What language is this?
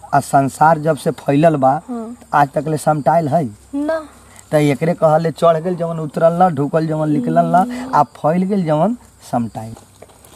Bhojpuri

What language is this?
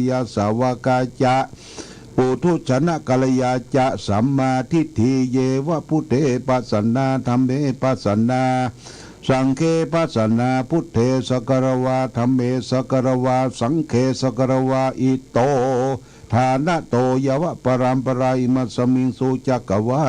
Pali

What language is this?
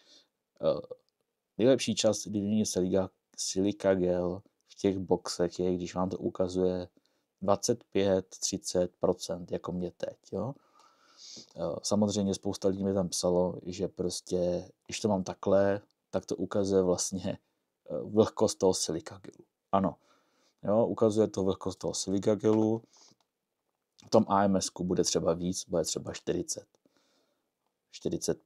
Czech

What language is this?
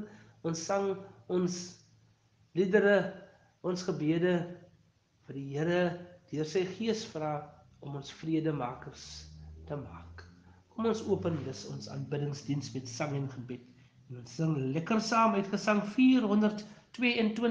Afrikaans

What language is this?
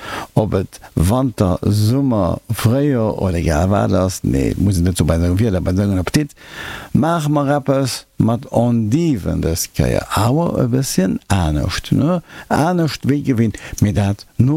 Luxembourgish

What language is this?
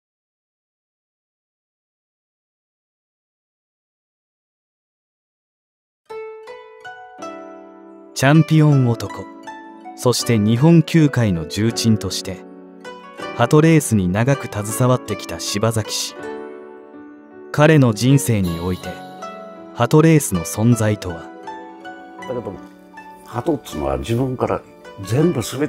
Japanese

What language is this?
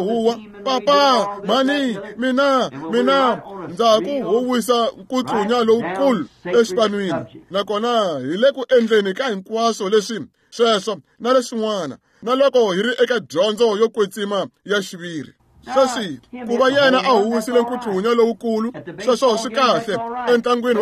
Tsonga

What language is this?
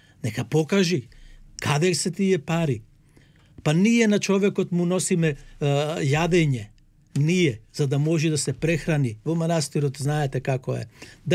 Macedonian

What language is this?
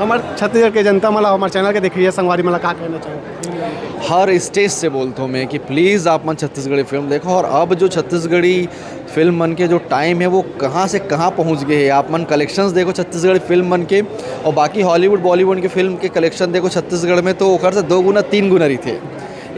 Chhattisgarhi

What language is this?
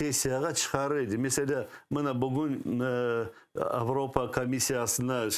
Crimean Tatar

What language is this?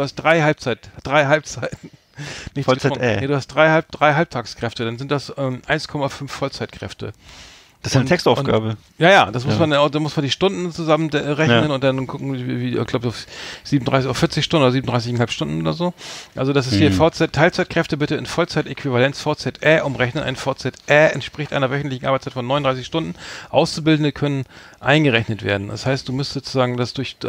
German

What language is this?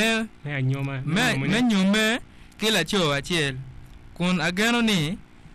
Acoli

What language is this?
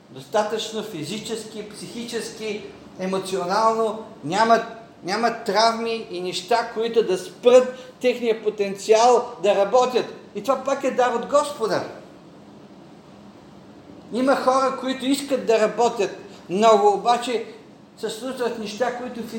Bulgarian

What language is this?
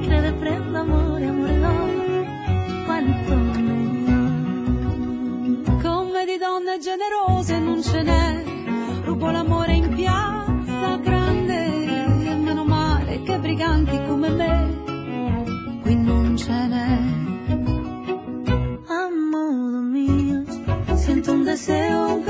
Italian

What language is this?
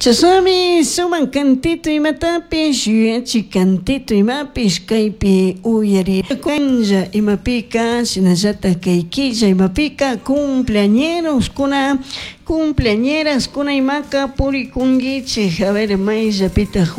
Chimborazo Highland Quichua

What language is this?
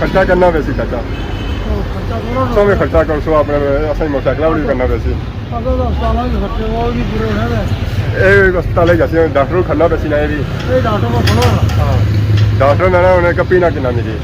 Pahari-Potwari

